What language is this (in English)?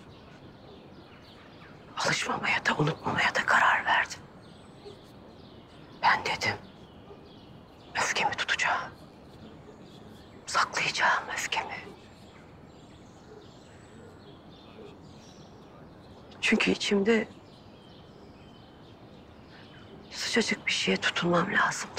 Turkish